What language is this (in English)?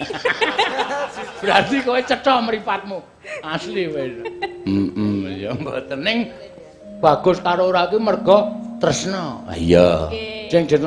Javanese